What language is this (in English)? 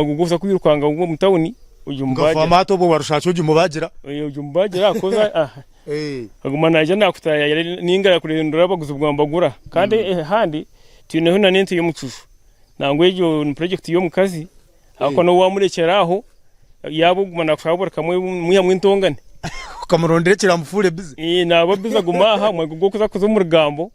Nyankole